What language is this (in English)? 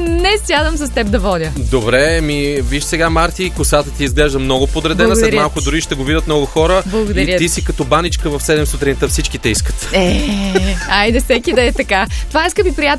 Bulgarian